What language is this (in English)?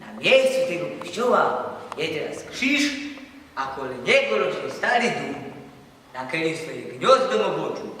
Silesian